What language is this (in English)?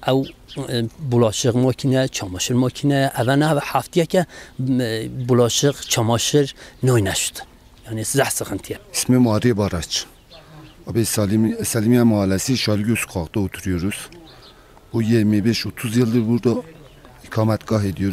Kurdish